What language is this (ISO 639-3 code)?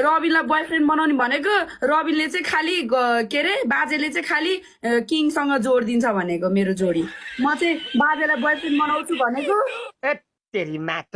nep